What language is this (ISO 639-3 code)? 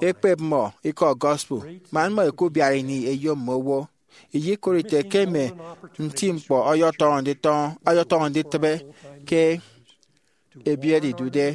efi